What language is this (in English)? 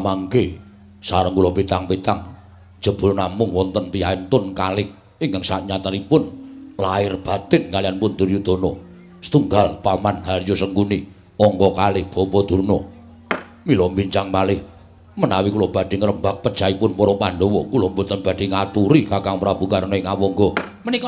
Javanese